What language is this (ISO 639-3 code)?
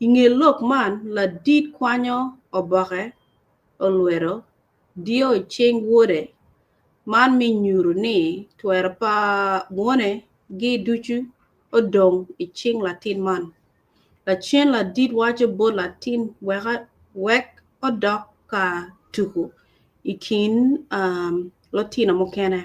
ach